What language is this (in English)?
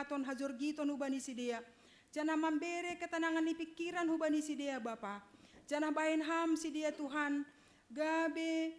Batak Simalungun